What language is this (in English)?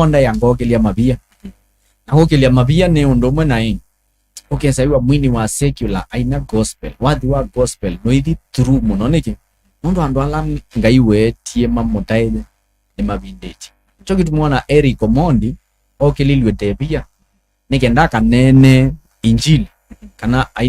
Kamba